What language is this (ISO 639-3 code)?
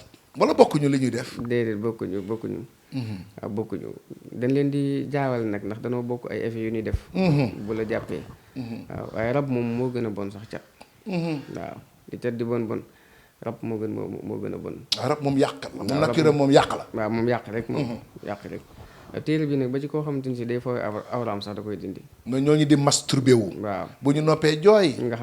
wol